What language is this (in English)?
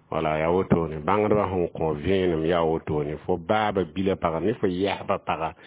Mossi